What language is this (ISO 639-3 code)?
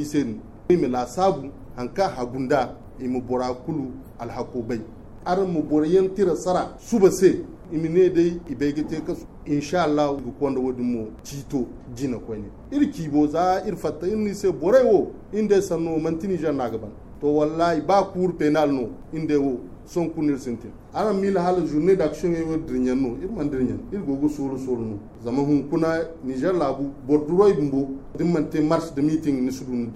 dje